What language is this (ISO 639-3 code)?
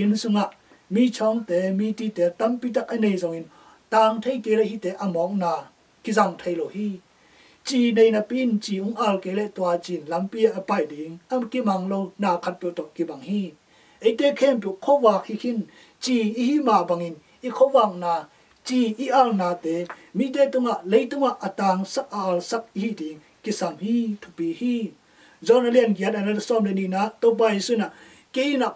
ctd